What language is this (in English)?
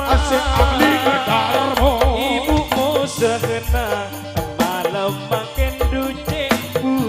Madurese